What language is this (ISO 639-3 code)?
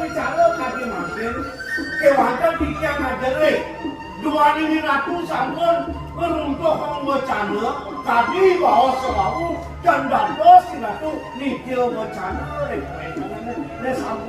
ban